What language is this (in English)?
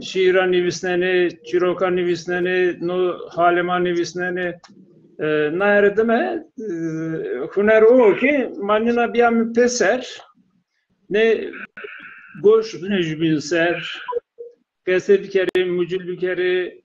Zaza